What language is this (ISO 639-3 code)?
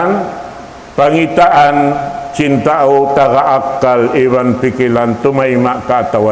tsg